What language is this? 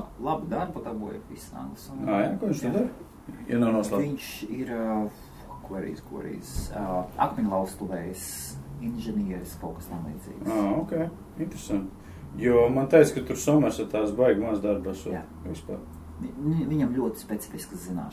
Latvian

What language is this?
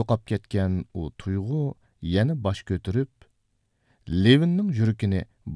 Uyghur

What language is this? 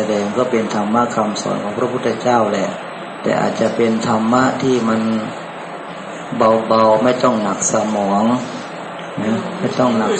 Thai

